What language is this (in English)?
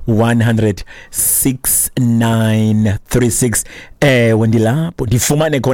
Xhosa